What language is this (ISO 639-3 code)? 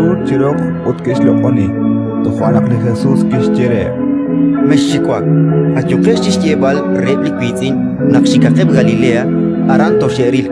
kek